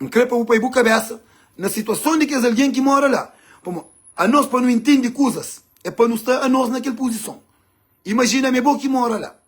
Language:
Kabuverdianu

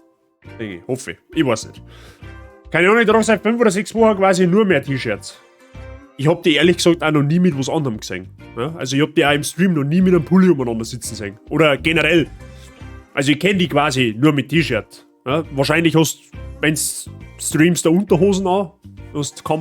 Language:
Bavarian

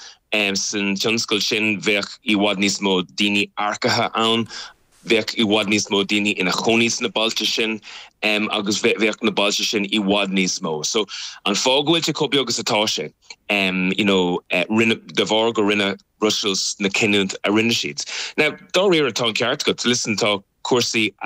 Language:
Irish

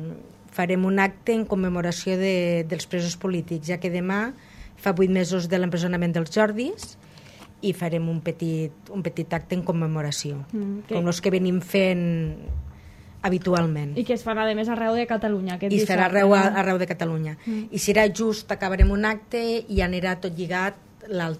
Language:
Catalan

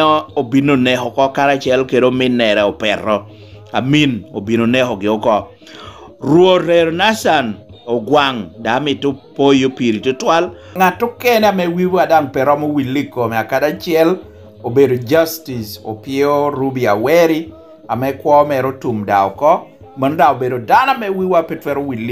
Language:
Lango (Uganda)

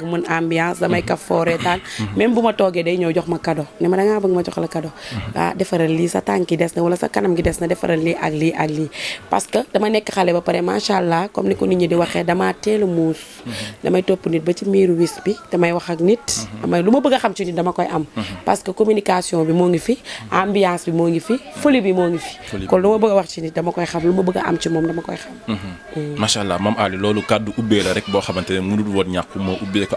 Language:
Wolof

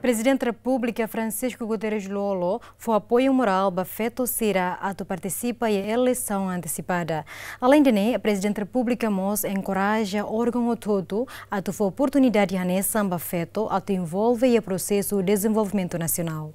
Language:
Tetum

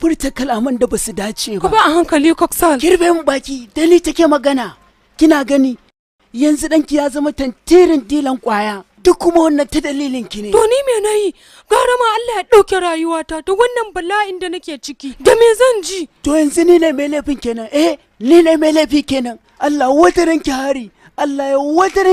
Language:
Hausa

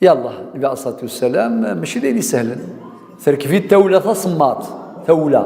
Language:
Kabyle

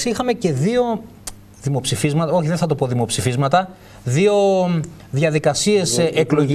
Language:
Greek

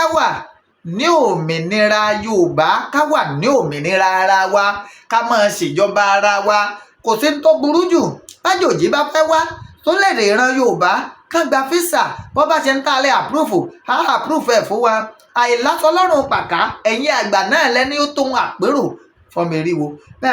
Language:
Yoruba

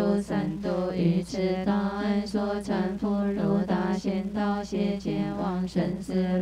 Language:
Chinese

